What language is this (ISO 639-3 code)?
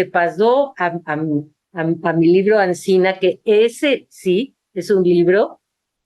lad